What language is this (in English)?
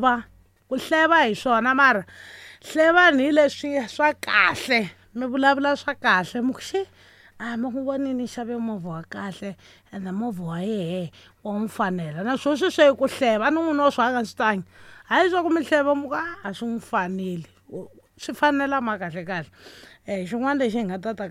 Tsonga